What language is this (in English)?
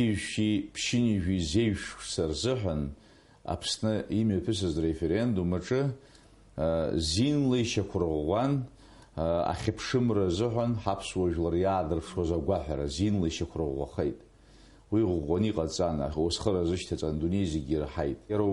Abkhazian